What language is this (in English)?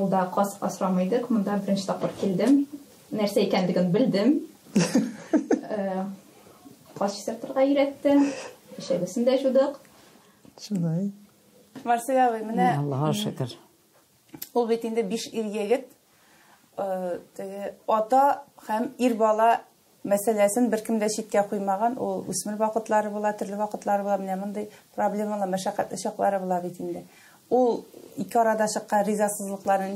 Tatar